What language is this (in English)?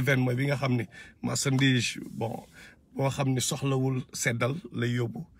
Wolof